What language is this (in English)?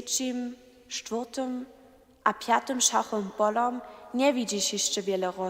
Upper Sorbian